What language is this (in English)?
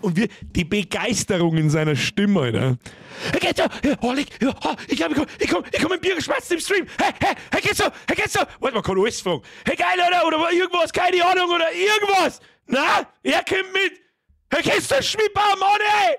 Bavarian